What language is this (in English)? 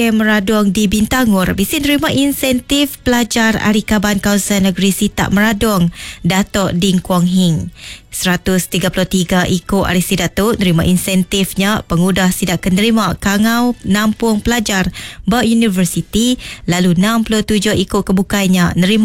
Iban